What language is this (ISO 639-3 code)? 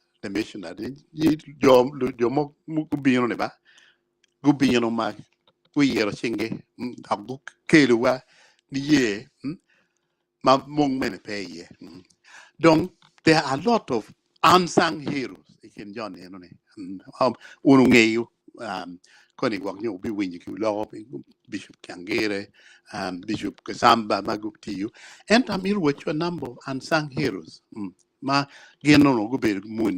ach